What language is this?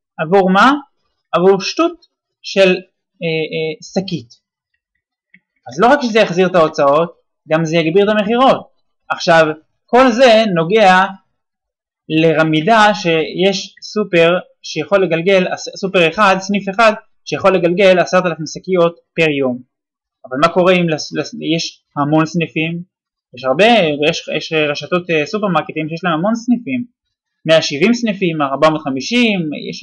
Hebrew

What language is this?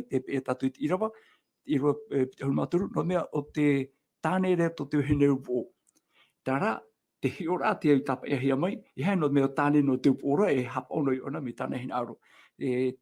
Tahitian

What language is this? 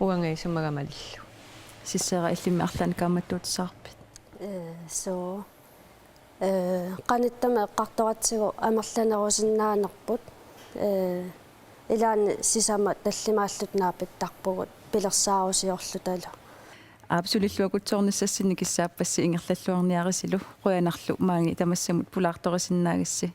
Kalaallisut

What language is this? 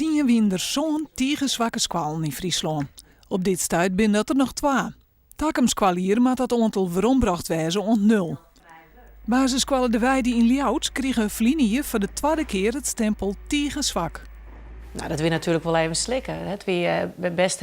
Western Frisian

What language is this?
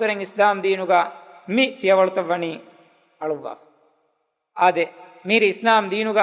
Divehi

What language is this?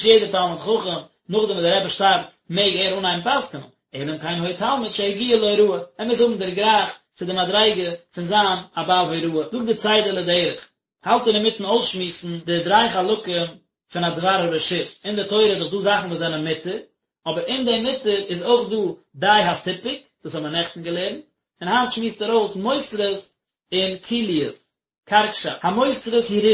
Yiddish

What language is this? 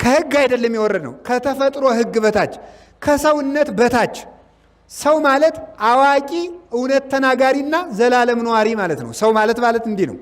Amharic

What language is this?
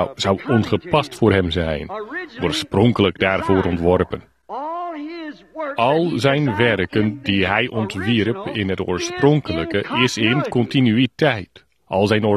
Dutch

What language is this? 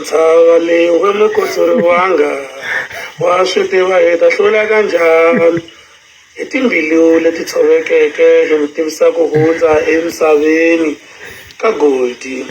Tsonga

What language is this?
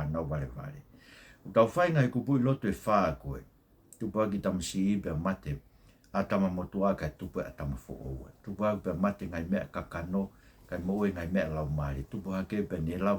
Tongan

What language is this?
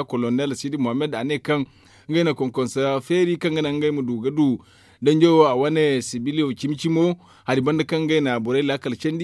Zarma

